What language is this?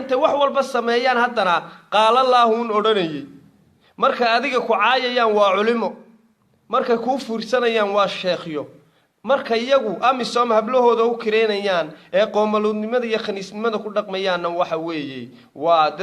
Somali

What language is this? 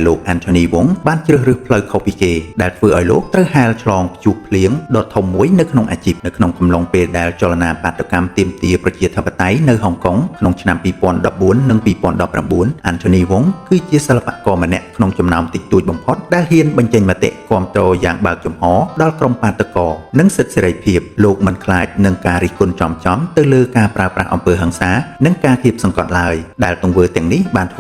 Khmer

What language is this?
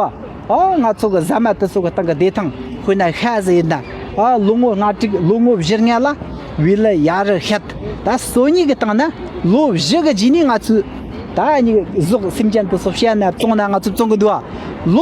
Tibetan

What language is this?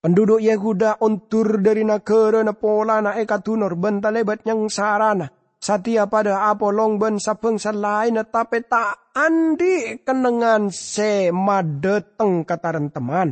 Madurese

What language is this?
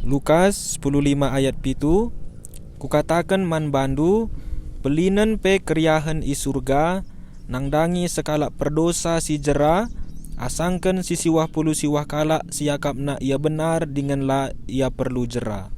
Batak Karo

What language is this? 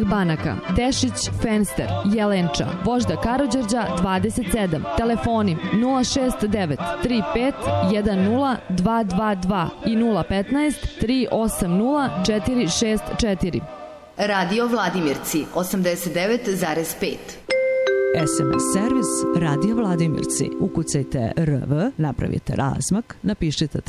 Serbian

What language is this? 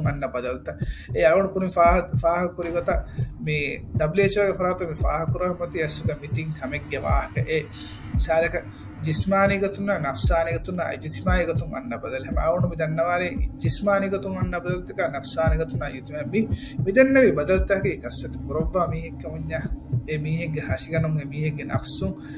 Divehi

